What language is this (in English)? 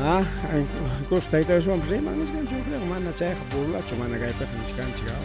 Ayacucho Quechua